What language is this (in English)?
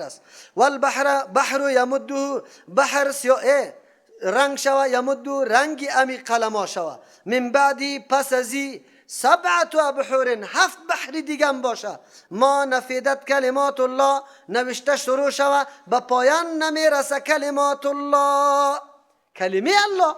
Persian